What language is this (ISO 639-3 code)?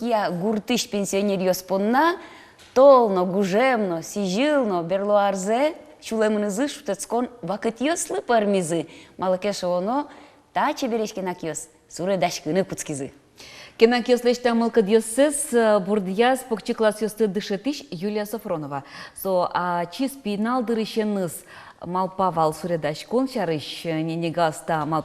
udm